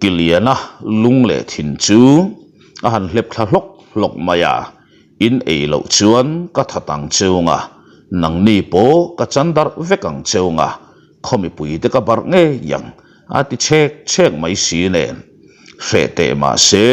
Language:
Mizo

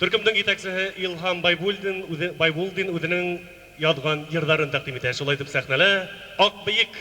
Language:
Bashkir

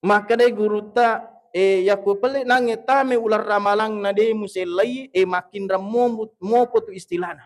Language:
Buginese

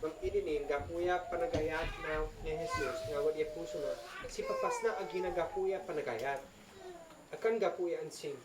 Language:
Isnag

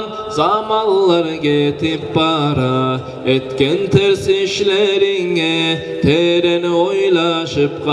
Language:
Kumyk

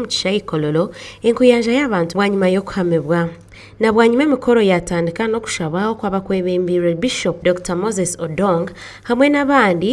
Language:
Nyankole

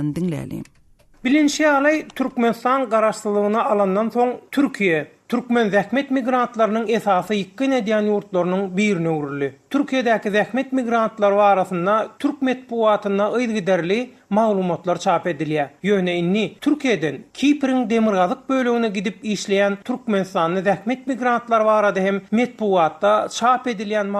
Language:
Turkmen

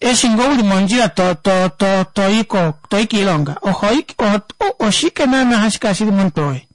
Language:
Kuanyama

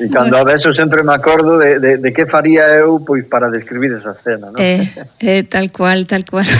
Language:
Galician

